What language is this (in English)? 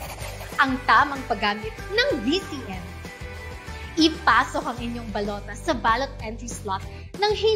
Filipino